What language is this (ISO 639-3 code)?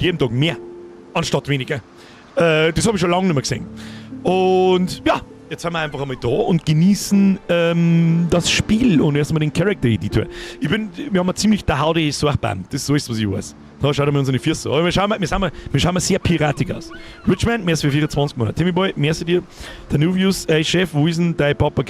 bar